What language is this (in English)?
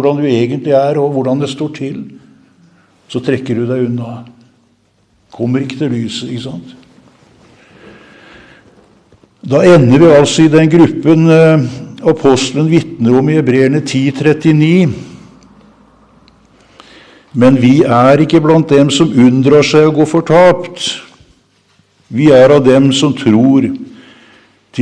Norwegian